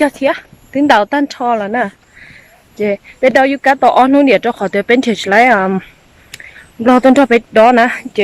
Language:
Hmong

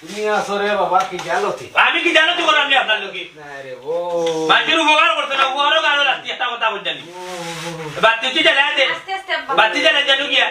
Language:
Sylheti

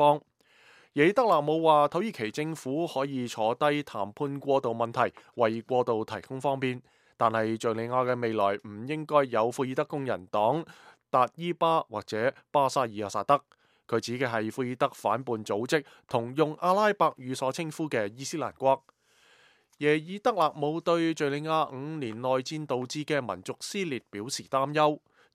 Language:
Cantonese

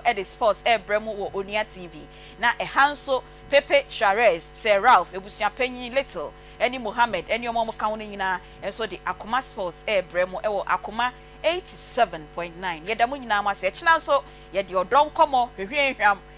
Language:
Akan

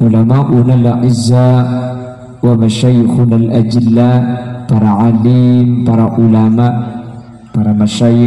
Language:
Madurese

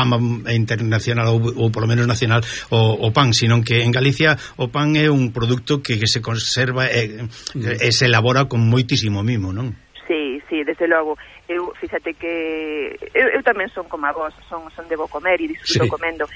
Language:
Galician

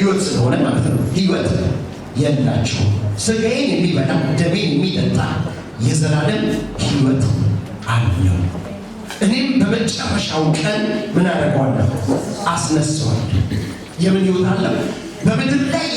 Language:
Amharic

